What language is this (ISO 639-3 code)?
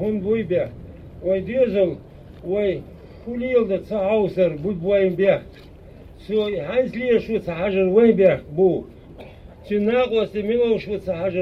che